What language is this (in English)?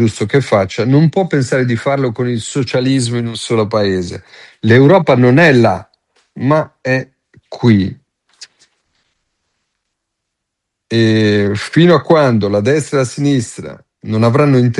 Italian